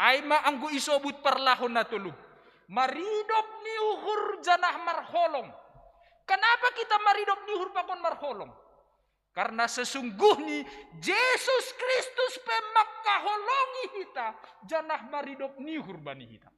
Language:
Batak Simalungun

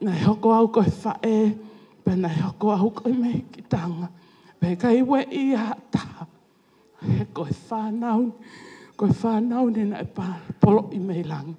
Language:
Tongan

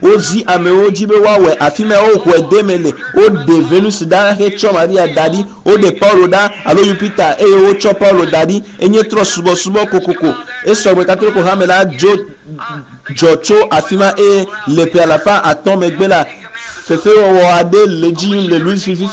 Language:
Ewe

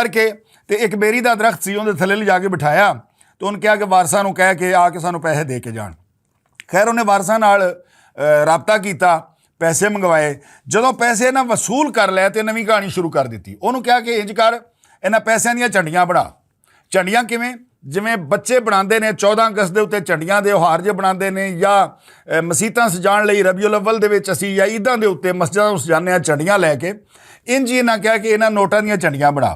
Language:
Western Panjabi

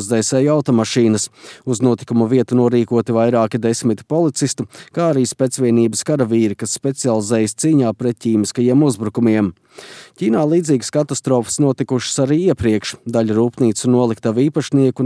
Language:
Latvian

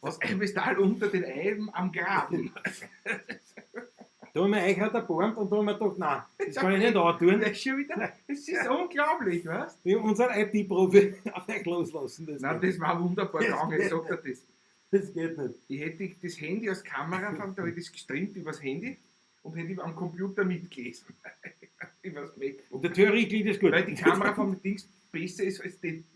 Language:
Bavarian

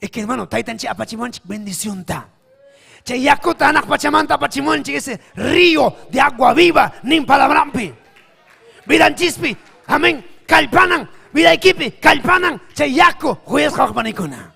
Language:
Ayacucho Quechua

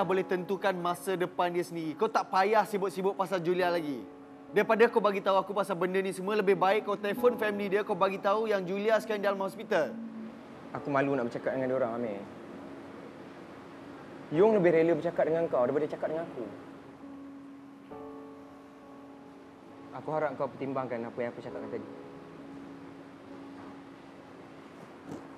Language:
Malay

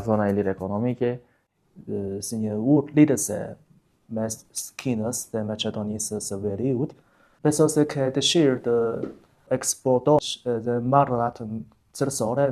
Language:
Albanian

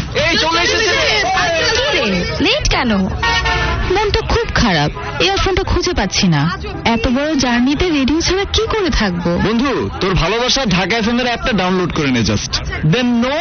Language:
Bangla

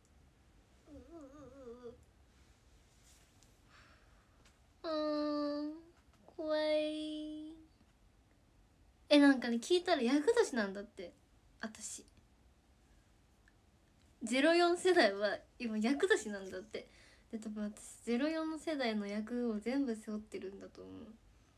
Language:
Japanese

